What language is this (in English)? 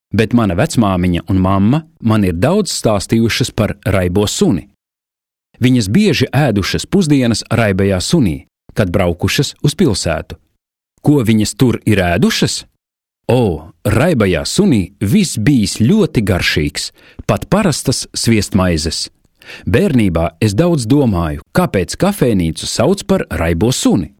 Latvian